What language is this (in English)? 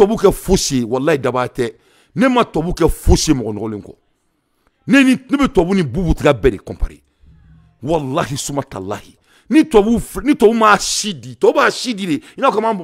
Bambara